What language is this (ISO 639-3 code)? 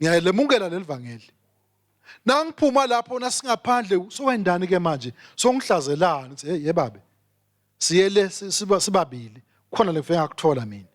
ssw